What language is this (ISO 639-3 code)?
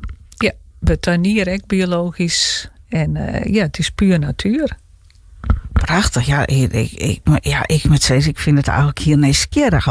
fry